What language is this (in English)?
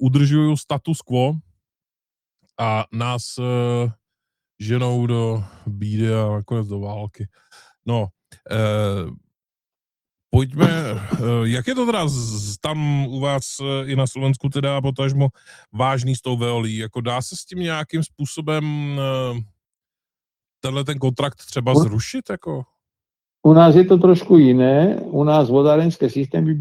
Czech